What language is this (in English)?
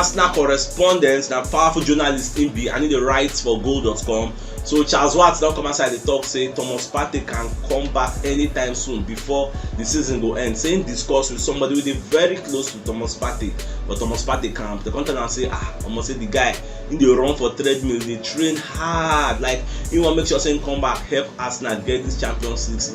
Nigerian Pidgin